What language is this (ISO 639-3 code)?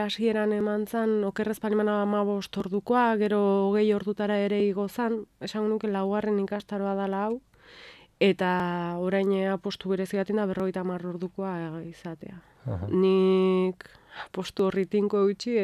eus